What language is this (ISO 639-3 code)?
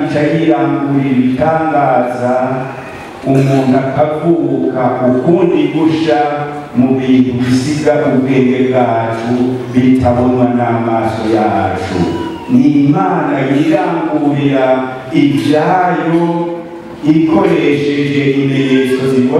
run